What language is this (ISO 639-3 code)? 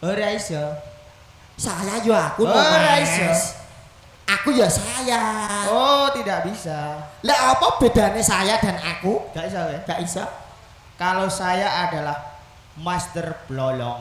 jav